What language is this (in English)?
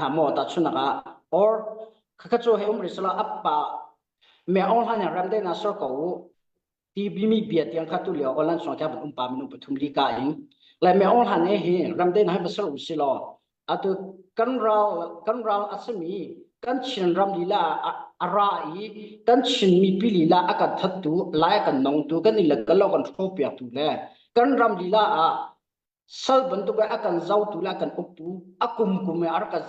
Hakha Chin